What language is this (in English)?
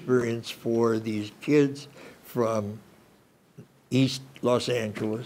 English